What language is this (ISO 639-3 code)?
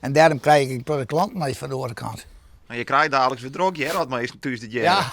fry